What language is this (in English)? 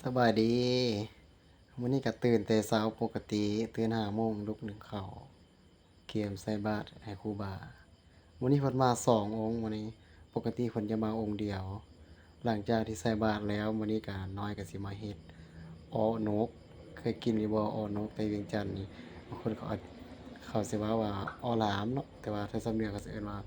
Lao